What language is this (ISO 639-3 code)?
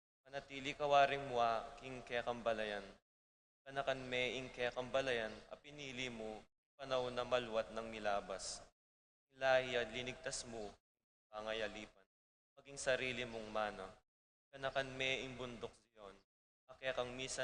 pam